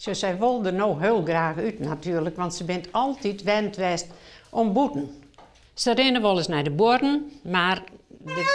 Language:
Western Frisian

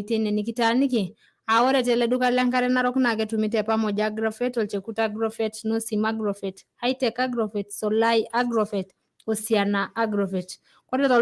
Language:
Masai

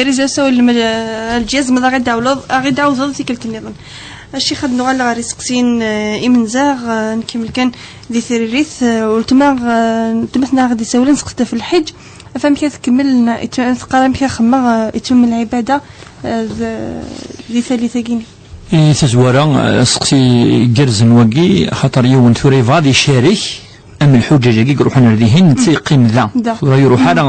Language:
Kabyle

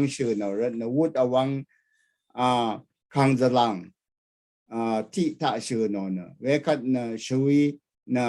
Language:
Rawang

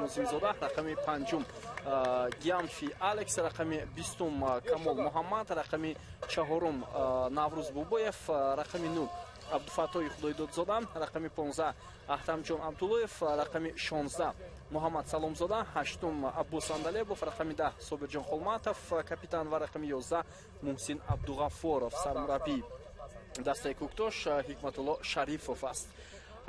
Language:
Tajik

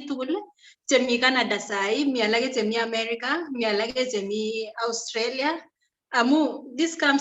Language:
Kalenjin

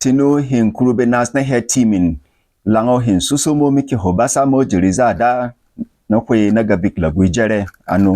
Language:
Berom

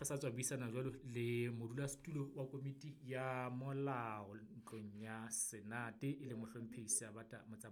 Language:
Southern Sotho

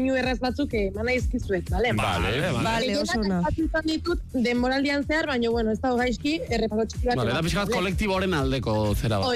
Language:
Basque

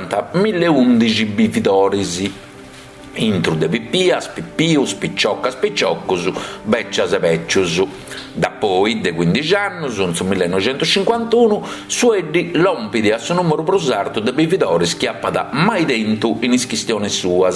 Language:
Sardinian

